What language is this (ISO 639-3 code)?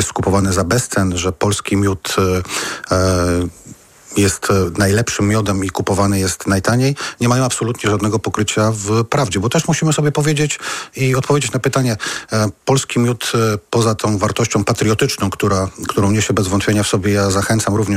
pol